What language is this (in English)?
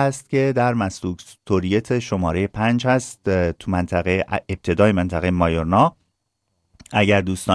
Persian